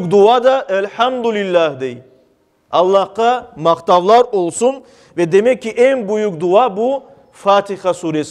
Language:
Crimean Tatar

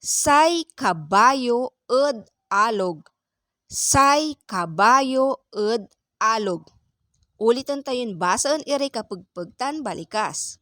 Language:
Pangasinan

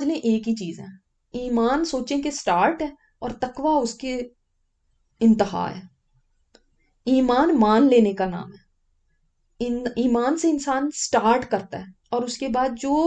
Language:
Urdu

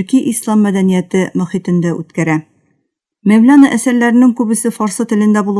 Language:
Tatar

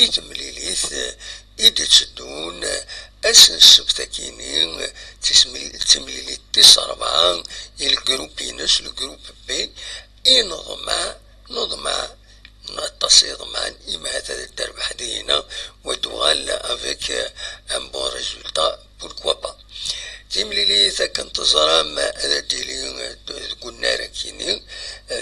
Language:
Kabyle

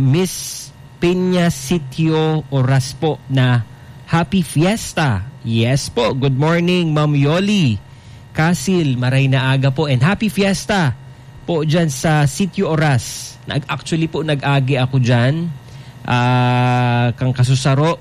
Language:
Bikol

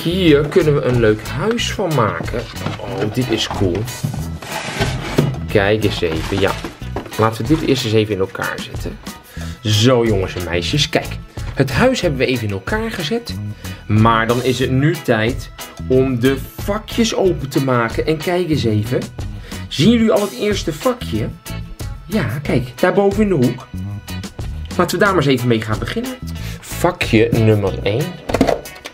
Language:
Dutch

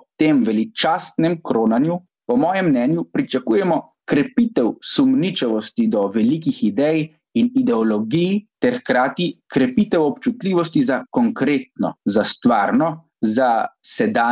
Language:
Slovenian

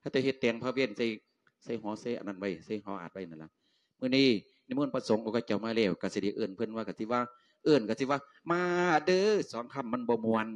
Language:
Lao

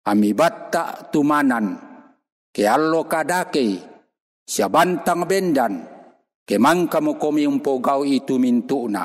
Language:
Toraja-Sa'dan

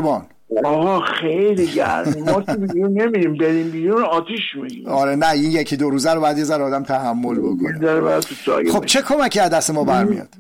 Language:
Persian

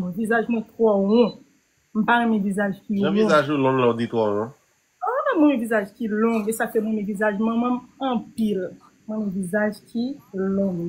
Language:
Haitian Creole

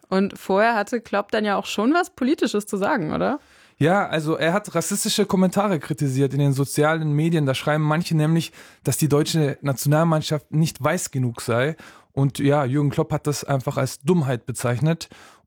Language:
German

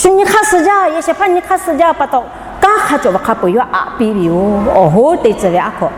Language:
Lahu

